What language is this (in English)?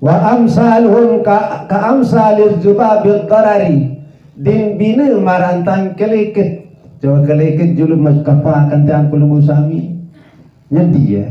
Sasak